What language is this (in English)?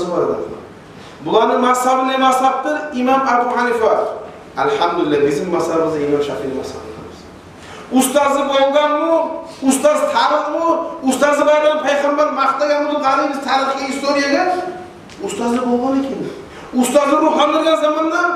Kumyk